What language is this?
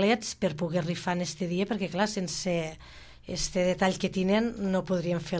Catalan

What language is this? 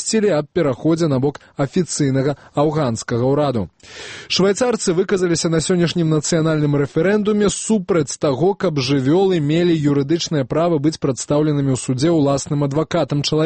Belarusian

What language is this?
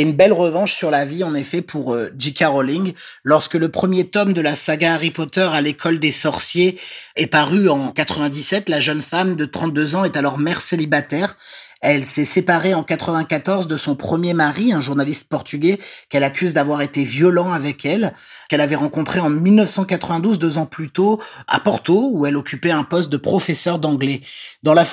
French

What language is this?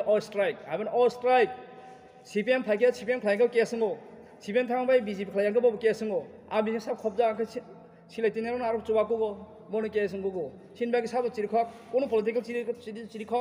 Kok Borok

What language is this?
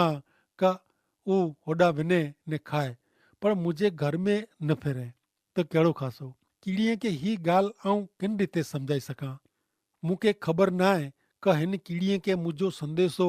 Kachhi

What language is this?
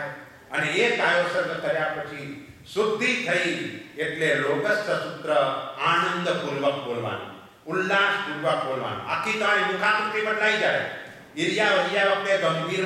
Gujarati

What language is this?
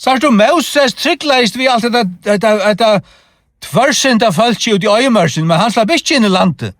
Faroese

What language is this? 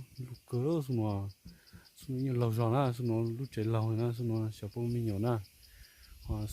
Hmong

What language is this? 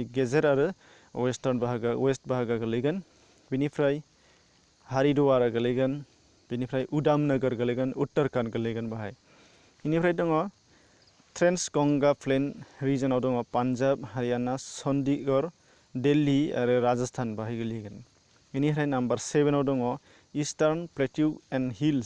Bodo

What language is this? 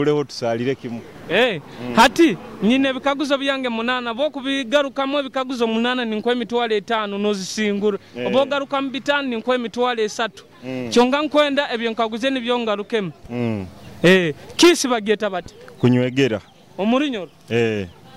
Nyoro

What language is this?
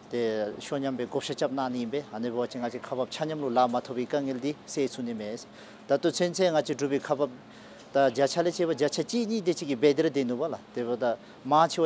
Dzongkha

